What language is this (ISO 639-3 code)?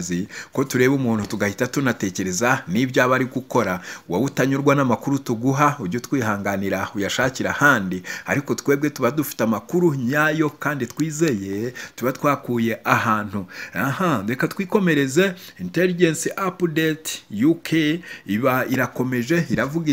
kin